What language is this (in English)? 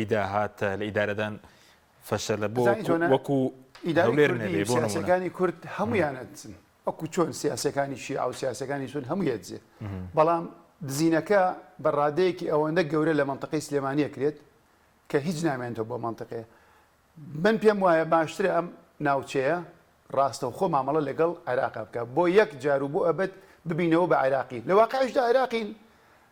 Central Kurdish